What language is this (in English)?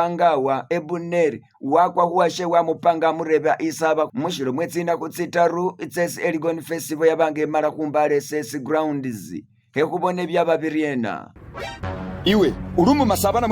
Masaaba